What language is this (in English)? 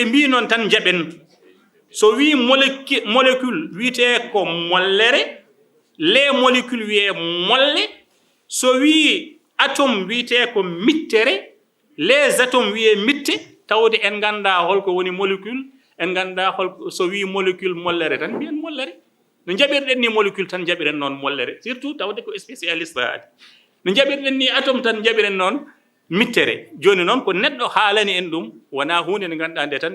Fula